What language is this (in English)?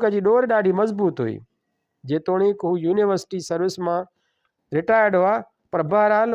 Sindhi